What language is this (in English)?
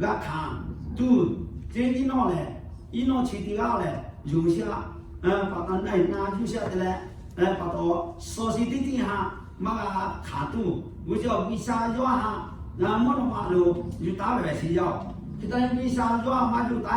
Lahu